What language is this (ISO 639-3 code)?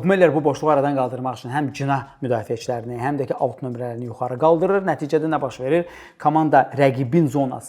aze